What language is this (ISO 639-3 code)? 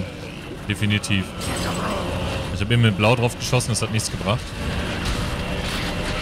deu